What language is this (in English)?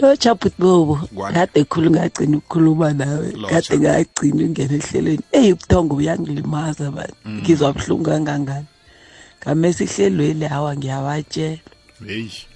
South Ndebele